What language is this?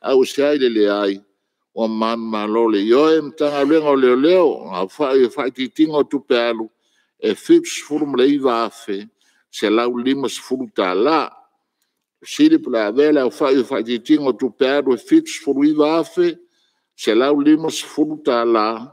Samoan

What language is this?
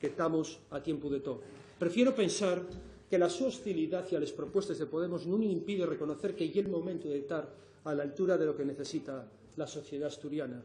Asturian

